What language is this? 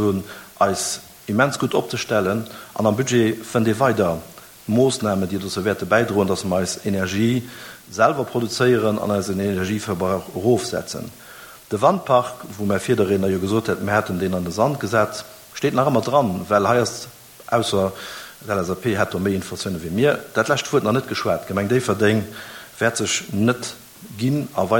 Luxembourgish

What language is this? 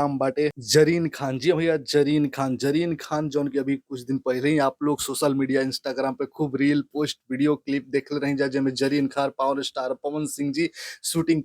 Bhojpuri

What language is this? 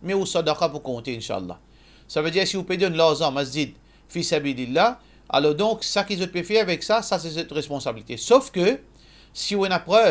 Morisyen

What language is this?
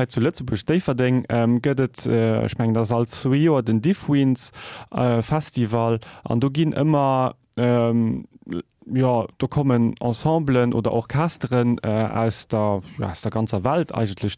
Luxembourgish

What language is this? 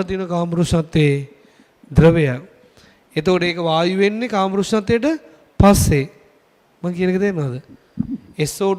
Sinhala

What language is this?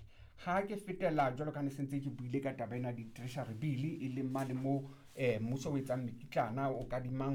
Southern Sotho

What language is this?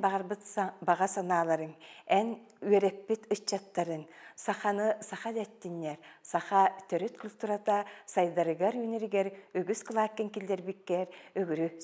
Yakut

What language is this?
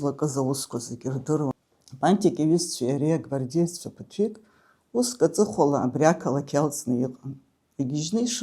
Abkhazian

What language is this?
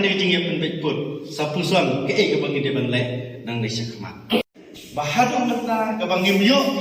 Khasi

